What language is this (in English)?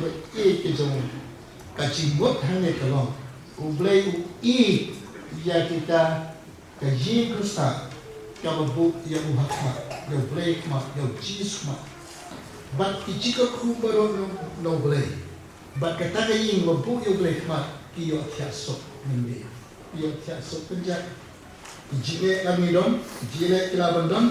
Khasi